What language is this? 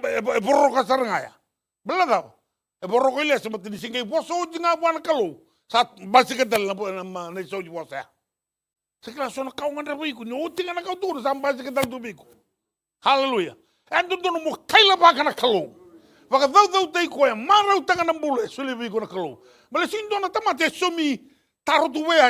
Fijian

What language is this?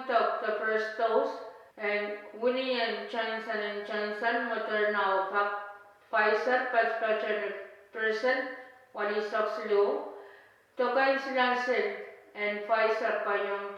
Pohnpeian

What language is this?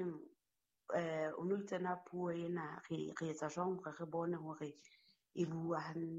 Southern Sotho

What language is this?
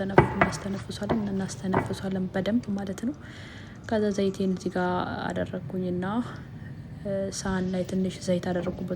Amharic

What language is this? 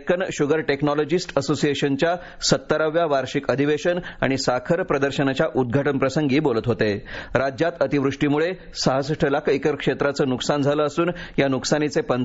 Marathi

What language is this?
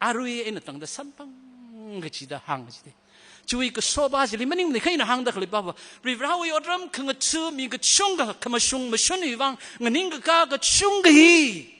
Tangkhul Naga (India)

